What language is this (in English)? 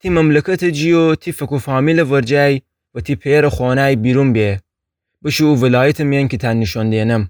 Gilaki